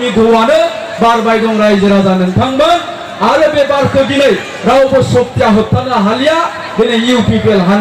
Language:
Bodo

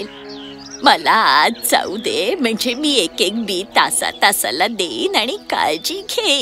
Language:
Marathi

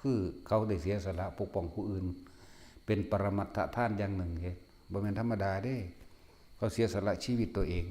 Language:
Northeastern Thai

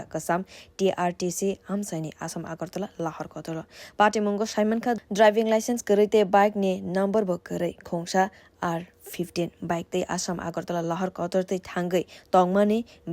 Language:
Kok Borok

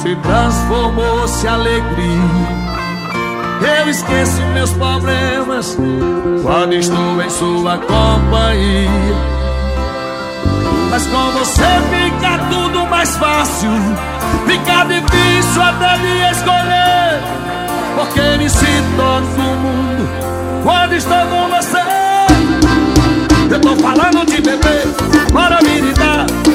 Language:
Portuguese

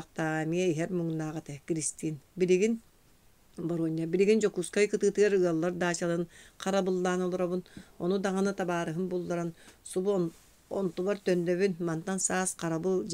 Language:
Yakut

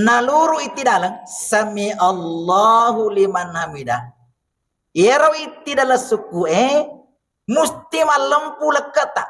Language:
Buginese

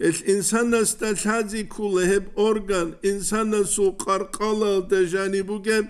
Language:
Avaric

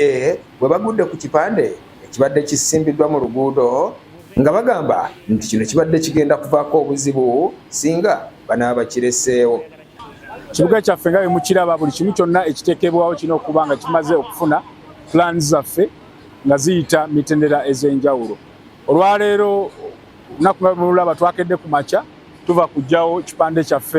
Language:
Ganda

